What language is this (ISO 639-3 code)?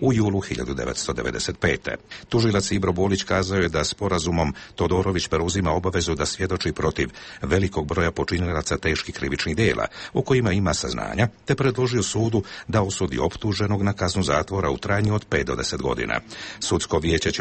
bos